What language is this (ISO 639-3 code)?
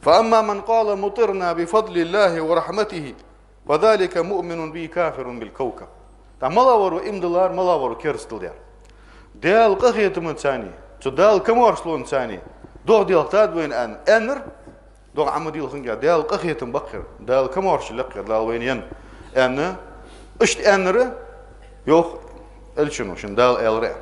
inh